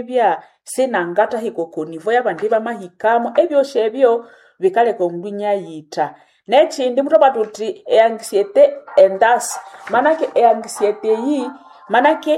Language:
Nande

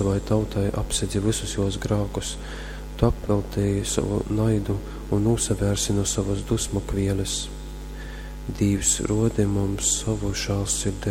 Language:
Latgalian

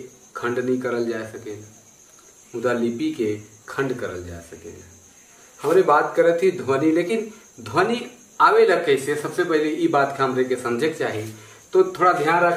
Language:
Sadri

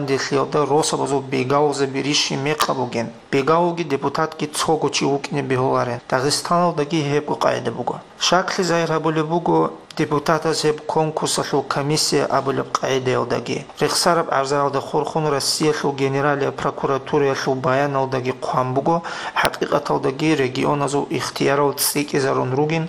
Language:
Avaric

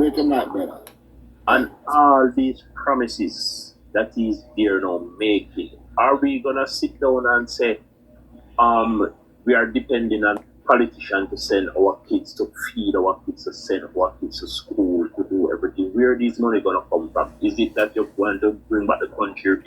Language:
Jamaican Creole English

